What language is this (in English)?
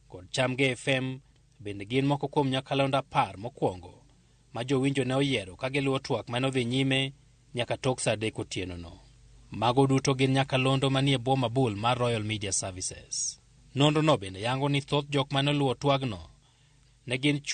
Luo (Kenya and Tanzania)